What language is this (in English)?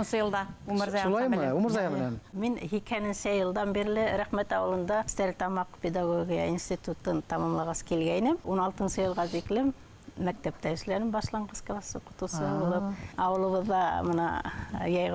Bashkir